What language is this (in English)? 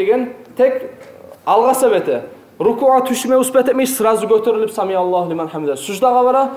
Kumyk